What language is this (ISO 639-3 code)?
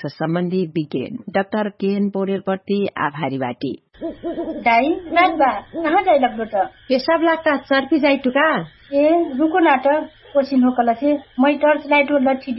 thl